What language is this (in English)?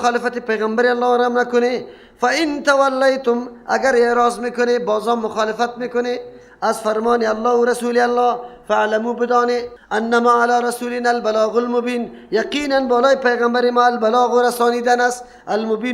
Persian